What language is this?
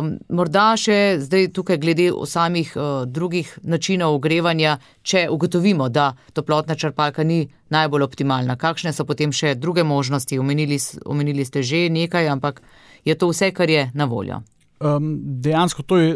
Slovenian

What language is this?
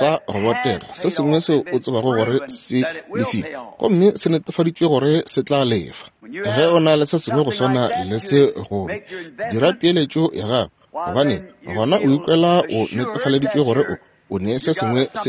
Northern Sotho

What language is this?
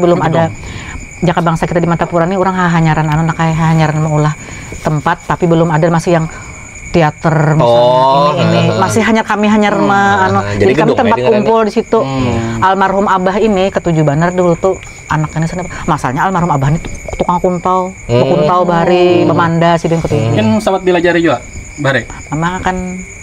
Banjar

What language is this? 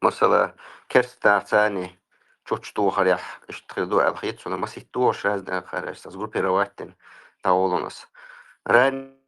Chechen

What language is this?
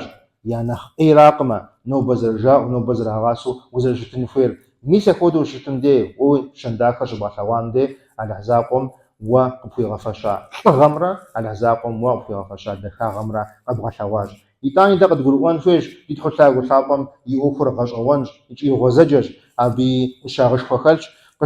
Kabardian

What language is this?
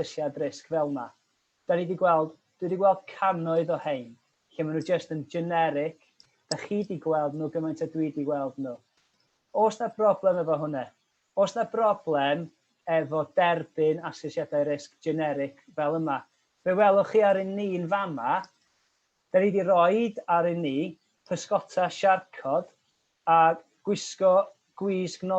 Welsh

